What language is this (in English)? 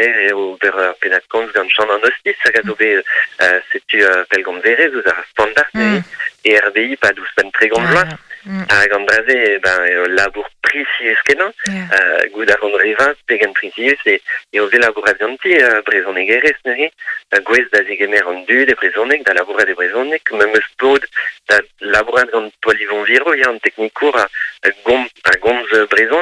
Breton